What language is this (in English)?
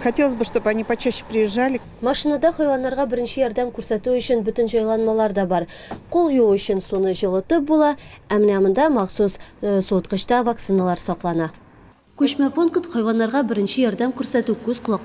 Tatar